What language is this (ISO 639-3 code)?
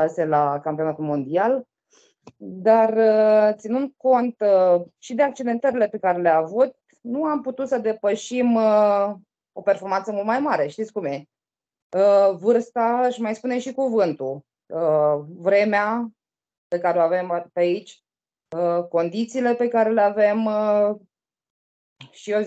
ron